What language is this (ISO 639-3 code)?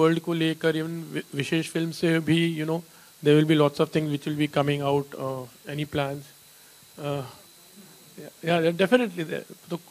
hin